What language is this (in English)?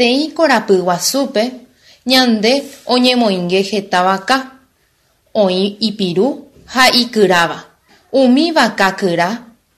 Guarani